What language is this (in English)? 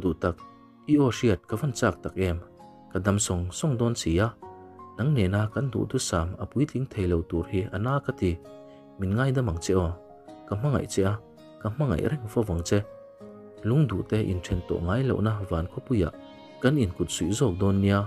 Mizo